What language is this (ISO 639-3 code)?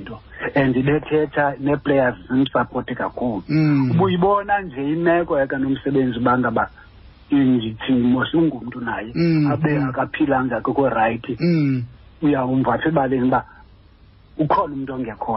xho